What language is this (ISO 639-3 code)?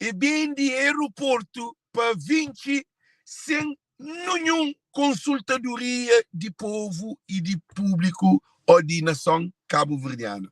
kea